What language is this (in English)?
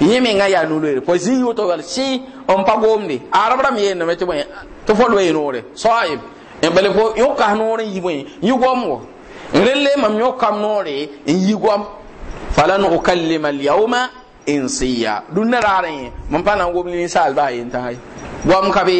Mossi